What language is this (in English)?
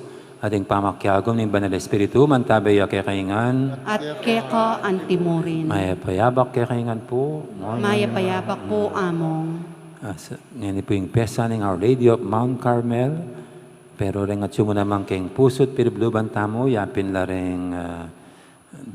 Pampanga